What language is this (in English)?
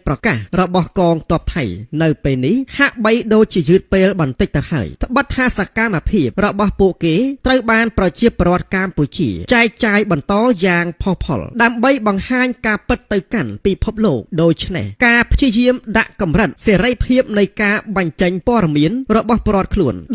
Khmer